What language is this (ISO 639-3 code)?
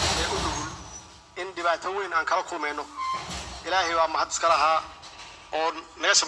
som